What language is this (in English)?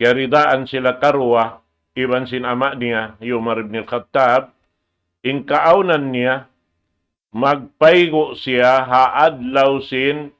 Tausug